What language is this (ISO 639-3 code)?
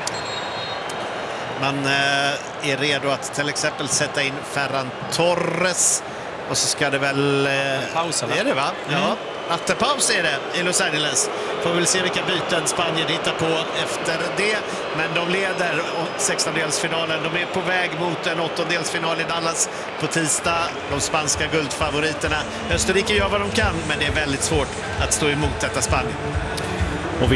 swe